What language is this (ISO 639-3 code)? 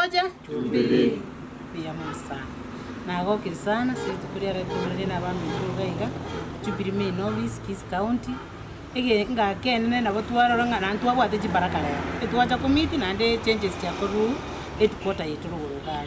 guz